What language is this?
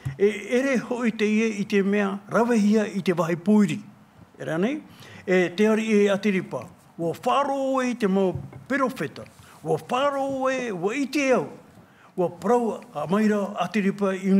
Tahitian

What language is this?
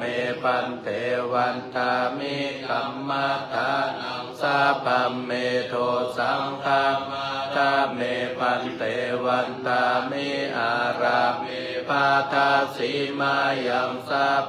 Pali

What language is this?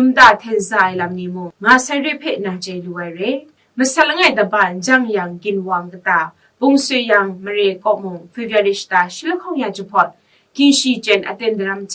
Kachin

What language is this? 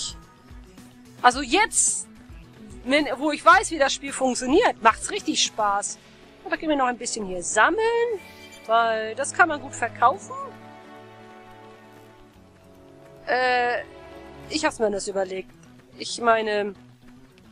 German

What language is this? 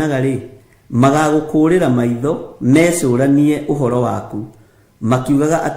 Kikuyu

